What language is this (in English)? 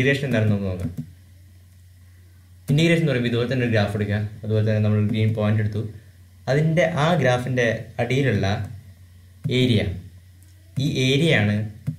Malayalam